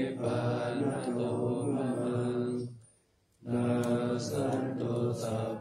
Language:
Pali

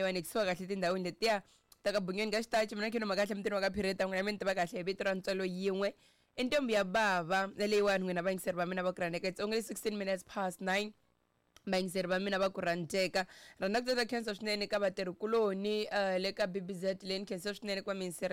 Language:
Tsonga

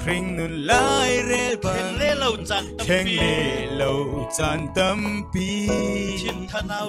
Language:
Falam Chin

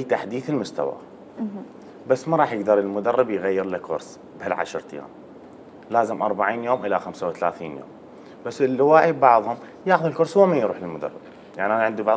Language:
Mesopotamian Arabic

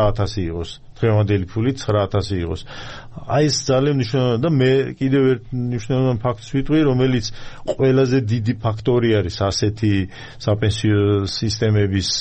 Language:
Georgian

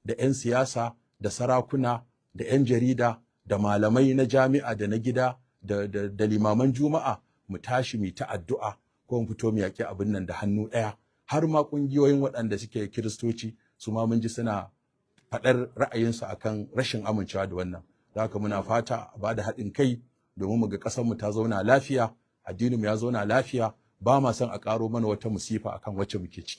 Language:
Hausa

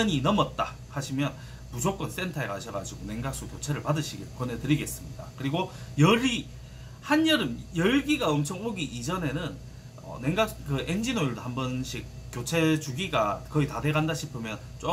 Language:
Korean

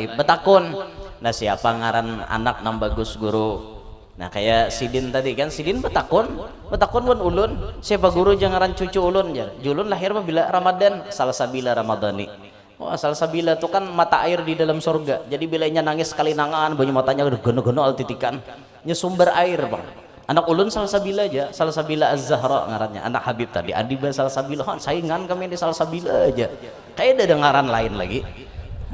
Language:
Banjar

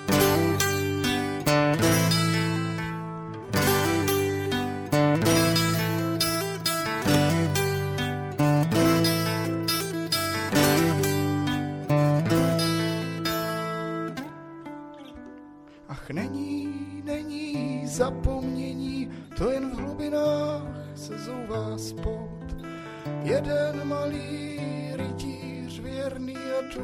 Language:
Czech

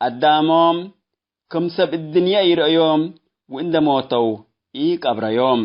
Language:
Tigre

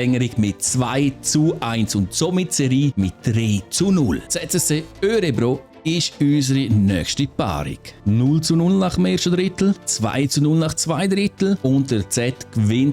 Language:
Swiss German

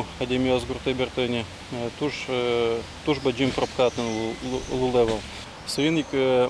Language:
Udmurt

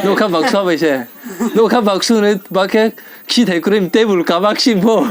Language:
Riang (India)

